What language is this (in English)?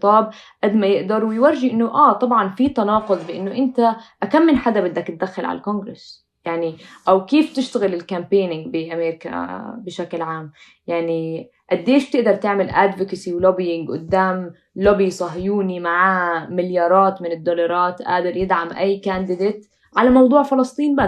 North Levantine Arabic